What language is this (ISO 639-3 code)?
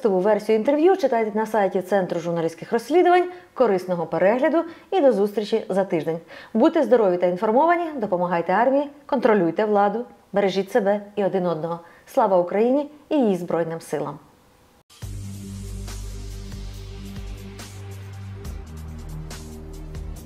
ukr